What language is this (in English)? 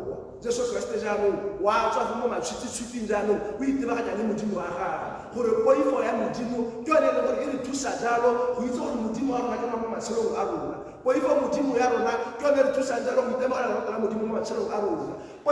Tswana